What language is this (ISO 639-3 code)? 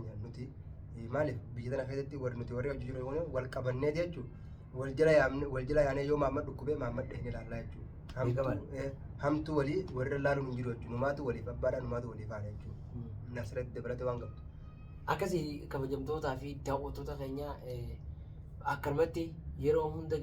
orm